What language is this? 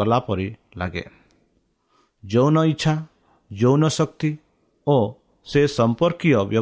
Odia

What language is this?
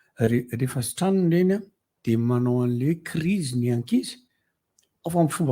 Malagasy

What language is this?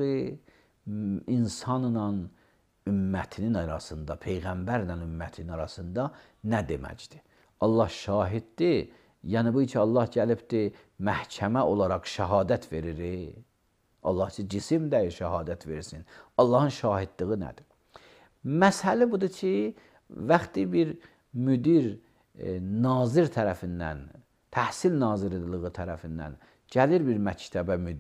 Azerbaijani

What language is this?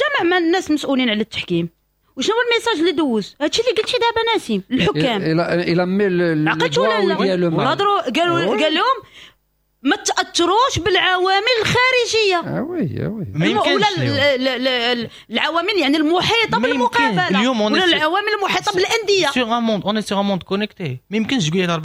Moroccan Arabic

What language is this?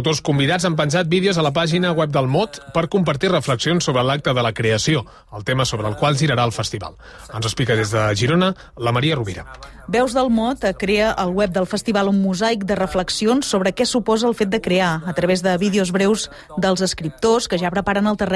Catalan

